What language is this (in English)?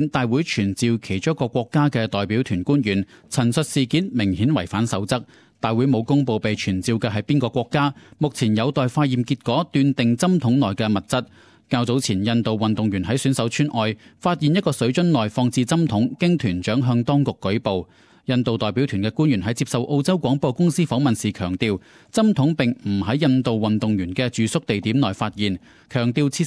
Cantonese